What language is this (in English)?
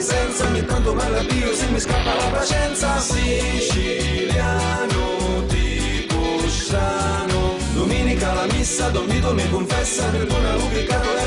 Sicilian